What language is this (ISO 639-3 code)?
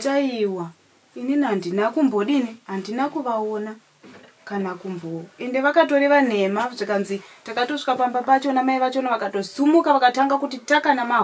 sna